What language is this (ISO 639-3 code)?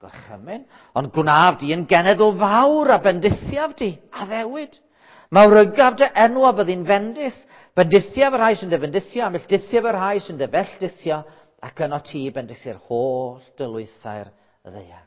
cym